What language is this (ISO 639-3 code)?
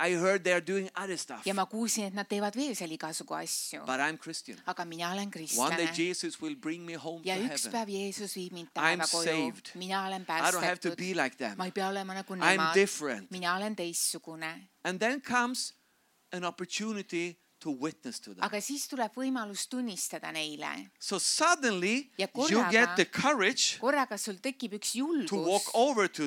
est